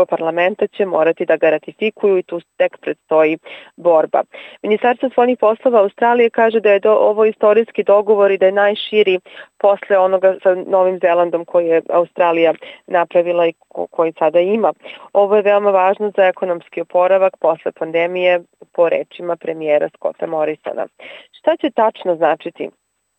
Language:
Serbian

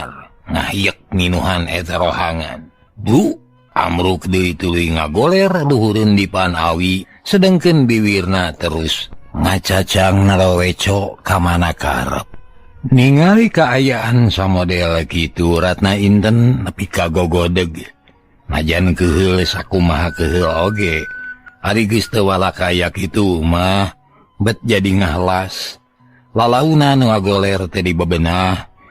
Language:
Sundanese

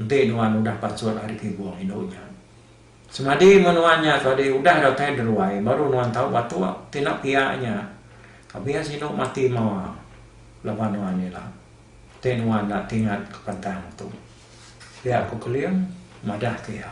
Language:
Iban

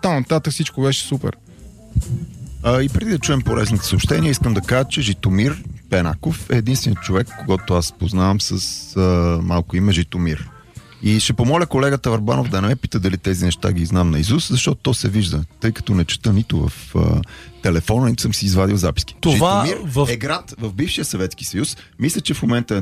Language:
Bulgarian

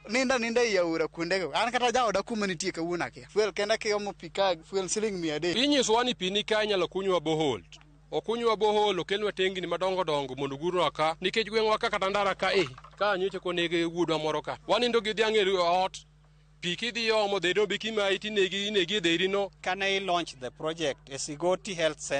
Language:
Luo (Kenya and Tanzania)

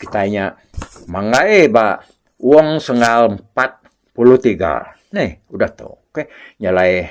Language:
Iban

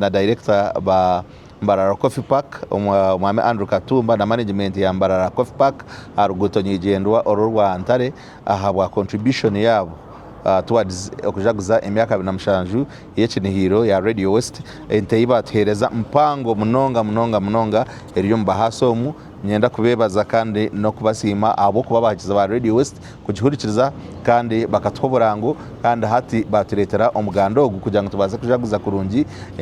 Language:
Nyankole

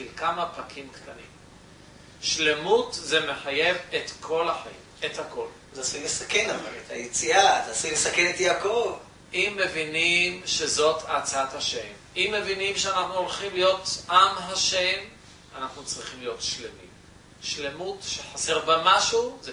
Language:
Hebrew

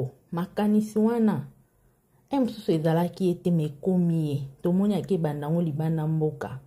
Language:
Lingala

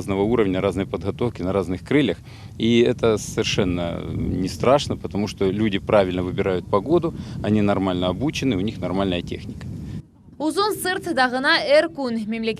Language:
Crimean Tatar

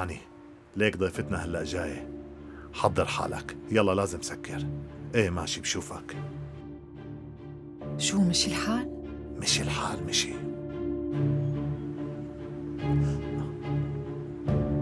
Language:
North Levantine Arabic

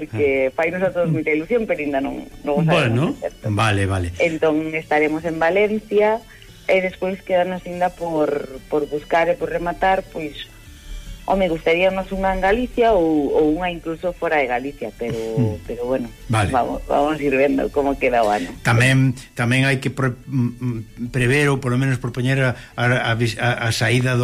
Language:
Galician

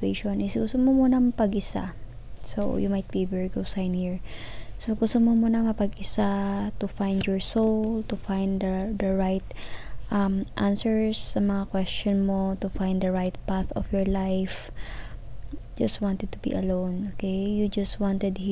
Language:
Filipino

